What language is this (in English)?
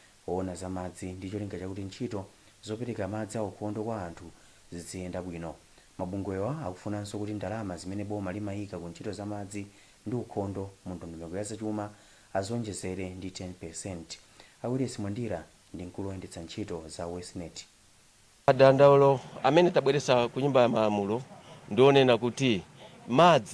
Nyanja